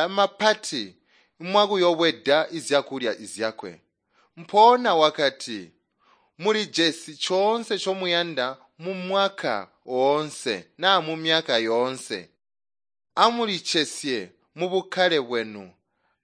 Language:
Tonga (Zambia)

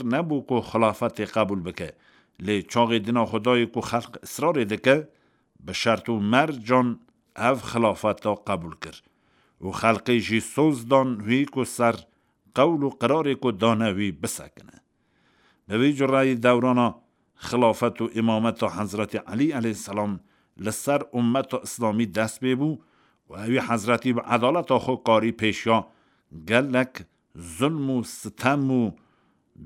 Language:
Kurdish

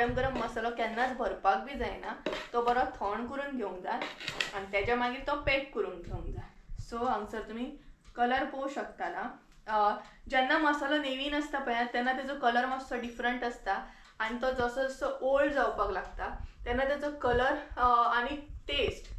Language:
Konkani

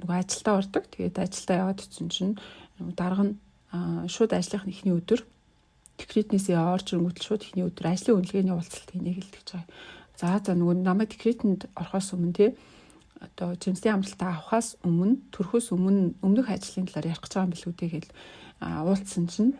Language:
Mongolian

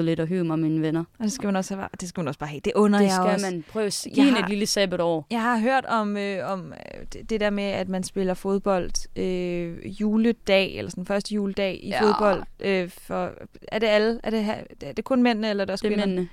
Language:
Danish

